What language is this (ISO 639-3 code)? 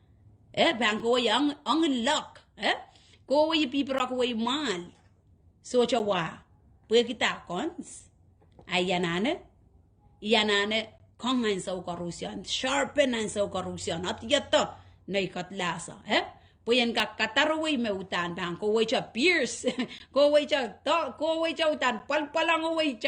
pon